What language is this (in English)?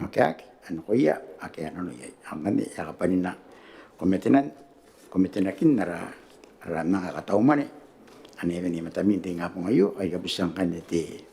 Gilbertese